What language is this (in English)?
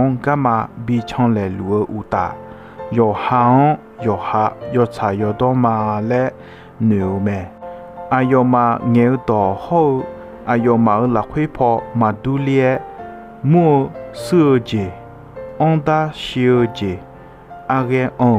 Akha